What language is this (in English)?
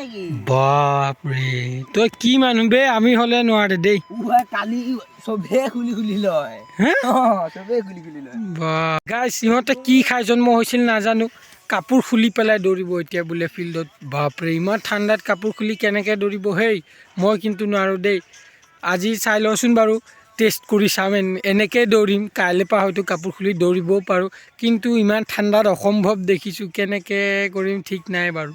Assamese